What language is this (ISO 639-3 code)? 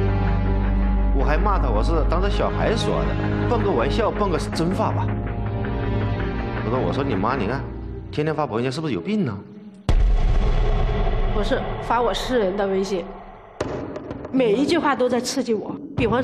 zho